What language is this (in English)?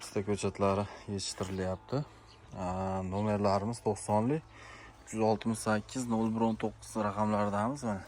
Uzbek